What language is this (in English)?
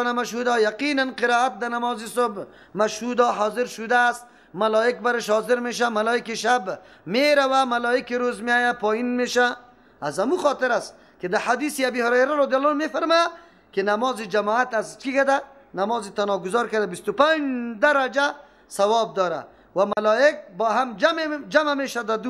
Persian